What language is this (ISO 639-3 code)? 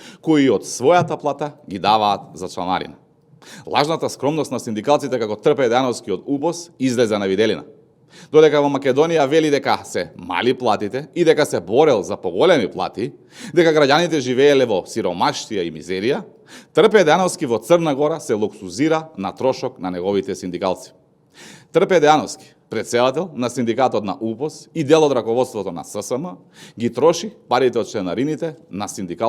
mkd